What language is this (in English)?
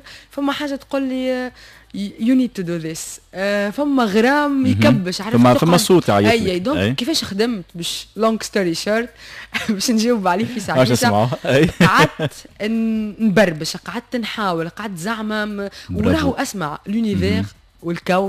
Tunisian Arabic